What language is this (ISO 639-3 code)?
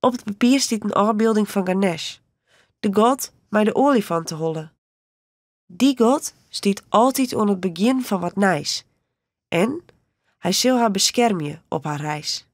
fry